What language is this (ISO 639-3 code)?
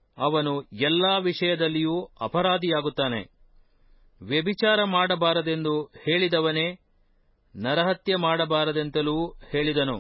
kan